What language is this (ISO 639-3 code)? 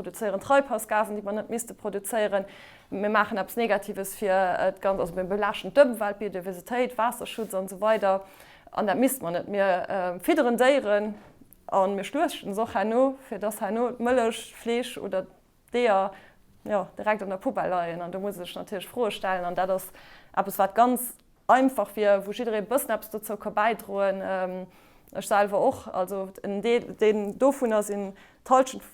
ltz